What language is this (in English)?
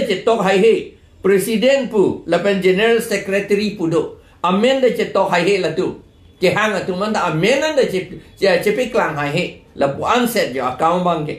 Karbi